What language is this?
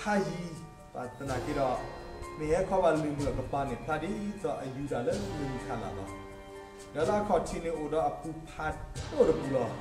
S'gaw Karen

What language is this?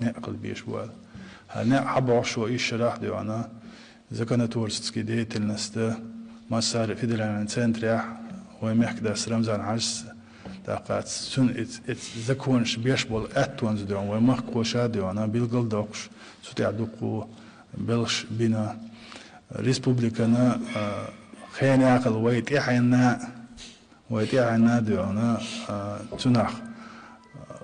Chechen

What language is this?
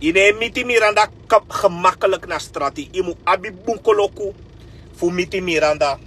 Sranan Tongo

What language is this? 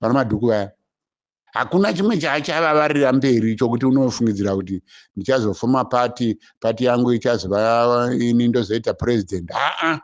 Shona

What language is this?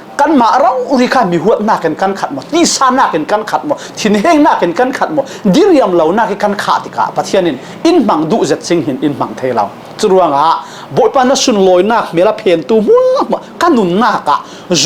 Falam Chin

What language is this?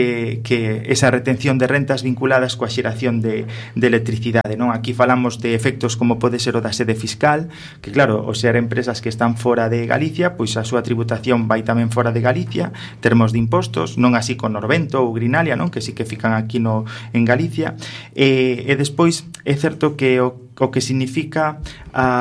Galician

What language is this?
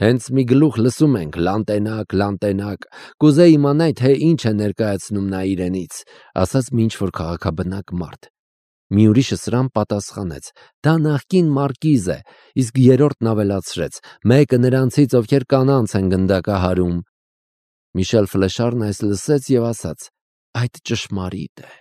Armenian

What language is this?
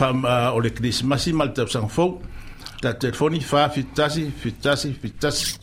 Samoan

